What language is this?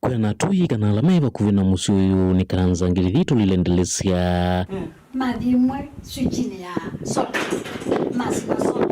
Kamba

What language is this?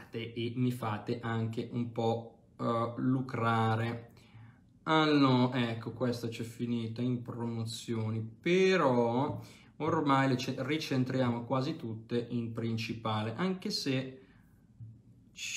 Italian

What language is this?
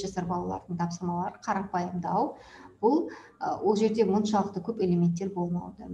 Kazakh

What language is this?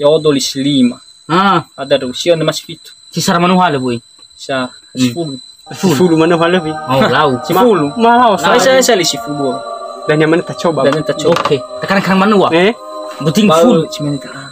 Nias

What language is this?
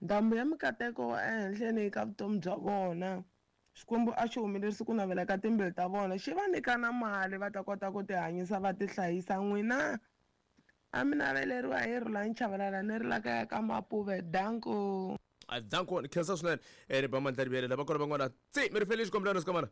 Tsonga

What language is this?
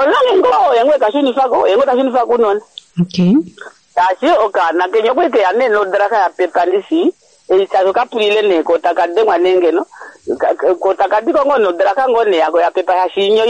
Kuanyama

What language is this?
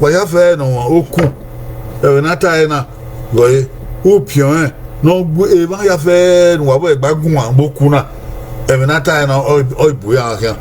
Bini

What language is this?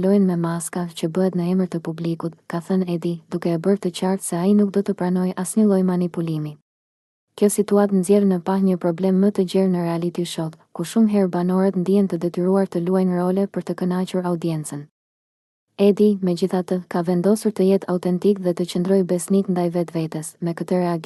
Albanian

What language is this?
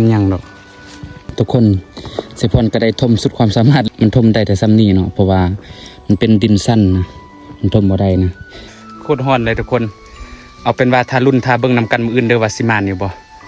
Lao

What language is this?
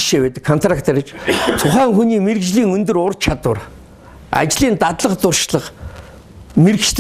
Mongolian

